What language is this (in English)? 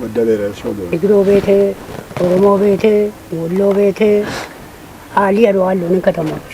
Kafa